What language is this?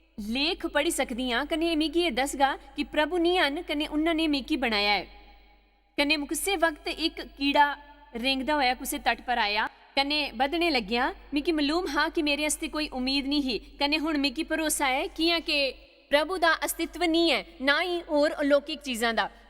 Dogri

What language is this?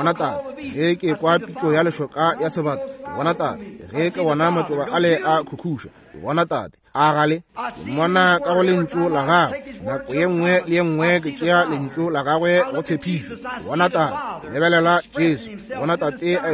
Northern Sotho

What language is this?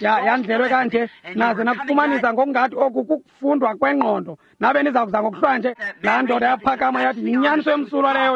Xhosa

